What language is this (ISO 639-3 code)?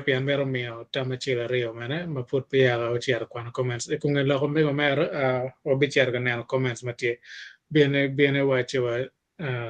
ach